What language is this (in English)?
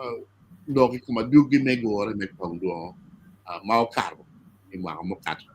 Acoli